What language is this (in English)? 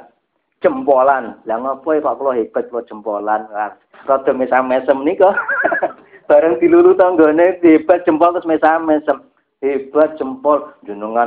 Javanese